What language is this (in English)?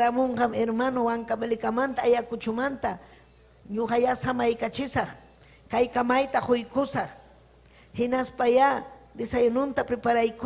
Ayacucho Quechua